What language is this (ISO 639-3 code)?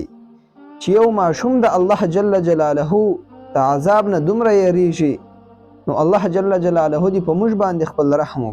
pus